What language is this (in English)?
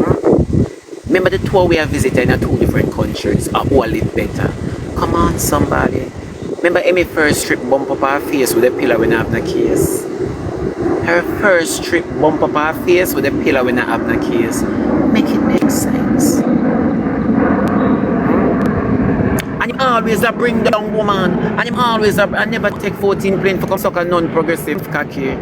Jamaican Creole English